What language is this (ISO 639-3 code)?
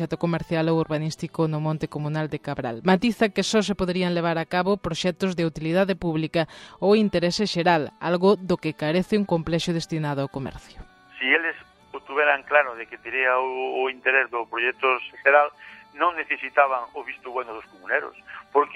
glg